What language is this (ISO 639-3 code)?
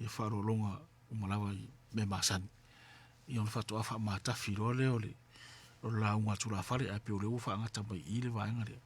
smo